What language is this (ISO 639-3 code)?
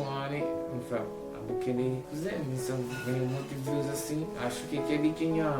kea